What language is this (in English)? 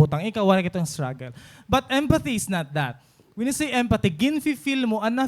Waray